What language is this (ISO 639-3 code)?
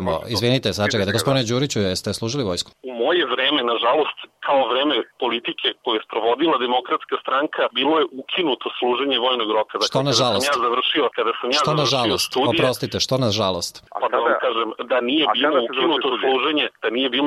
srp